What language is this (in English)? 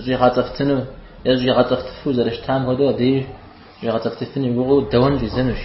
Kabardian